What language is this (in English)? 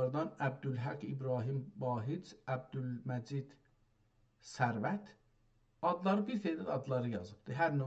South Azerbaijani